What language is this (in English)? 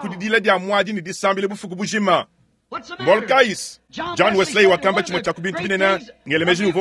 Luba-Lulua